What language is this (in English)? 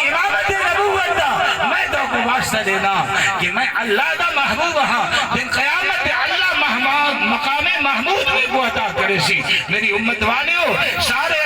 Saraiki